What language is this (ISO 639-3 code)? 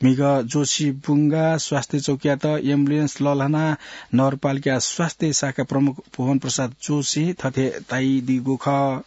new